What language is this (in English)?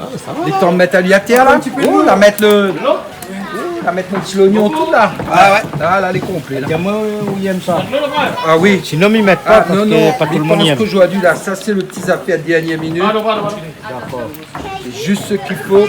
Réunion Creole French